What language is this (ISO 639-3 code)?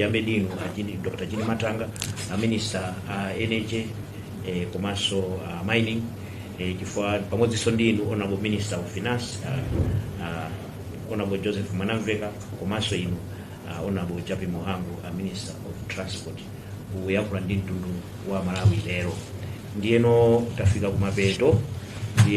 nya